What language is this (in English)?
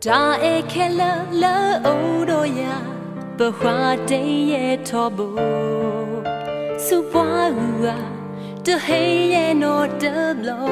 S'gaw Karen